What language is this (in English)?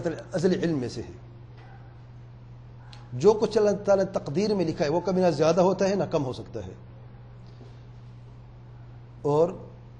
Urdu